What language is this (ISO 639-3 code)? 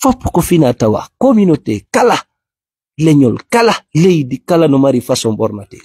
ful